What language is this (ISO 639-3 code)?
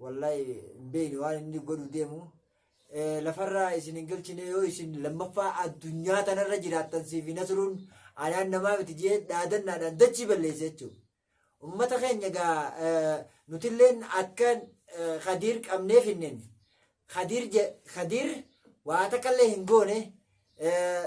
orm